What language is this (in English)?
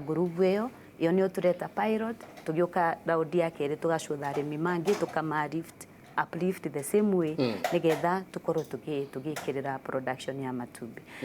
Kikuyu